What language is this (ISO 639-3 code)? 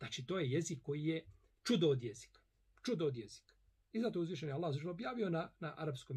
bos